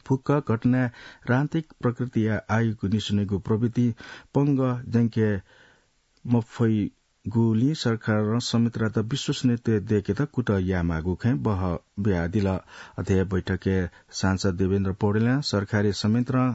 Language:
Newari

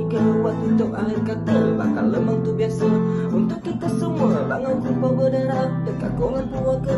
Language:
Malay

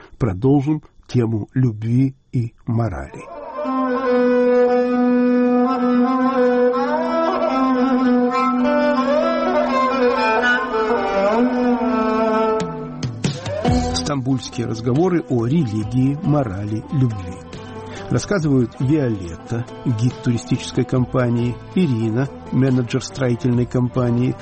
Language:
Russian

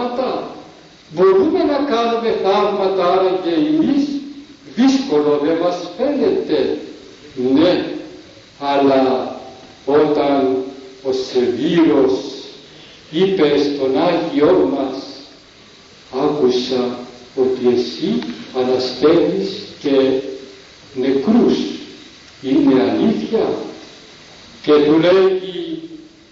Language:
Greek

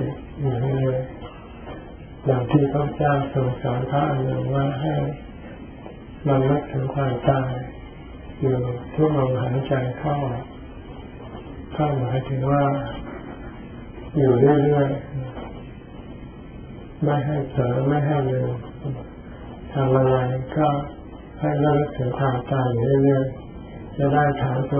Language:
Thai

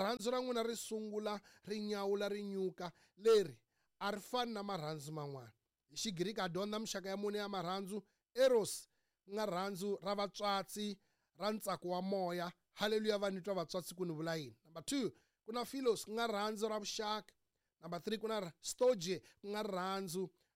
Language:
Tsonga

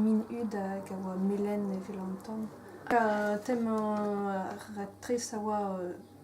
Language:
Breton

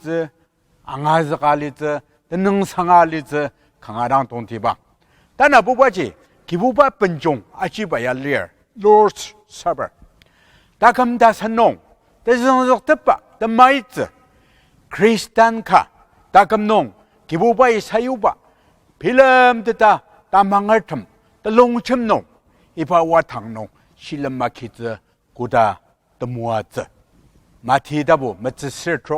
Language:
Ao Naga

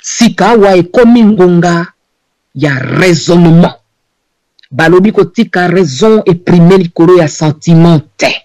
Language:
Lingala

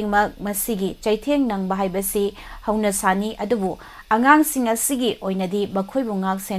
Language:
Manipuri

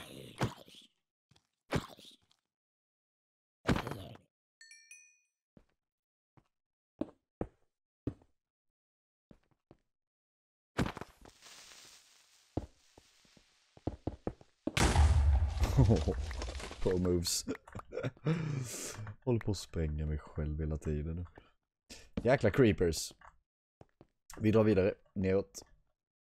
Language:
Swedish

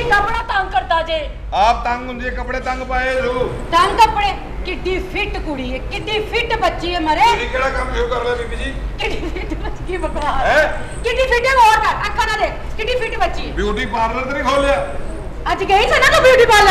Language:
Punjabi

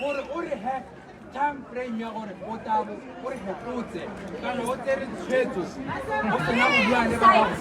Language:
Tswana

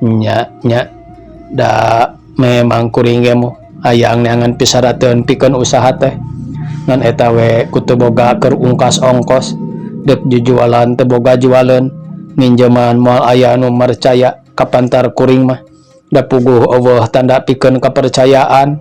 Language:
Sundanese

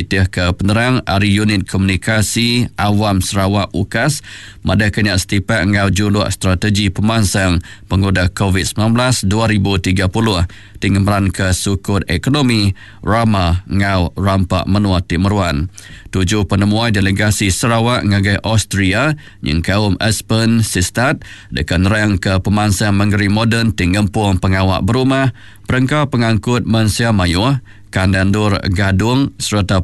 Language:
Iban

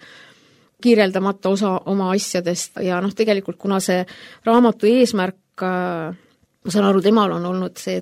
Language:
Estonian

